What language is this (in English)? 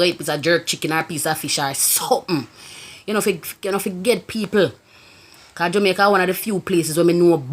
Jamaican Creole English